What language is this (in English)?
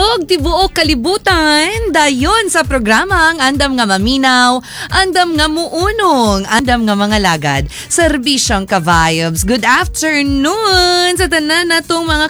Cebuano